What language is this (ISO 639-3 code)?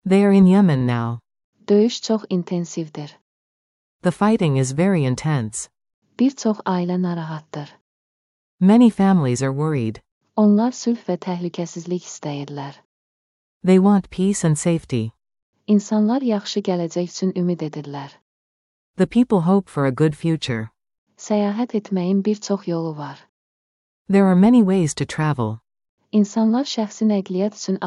aze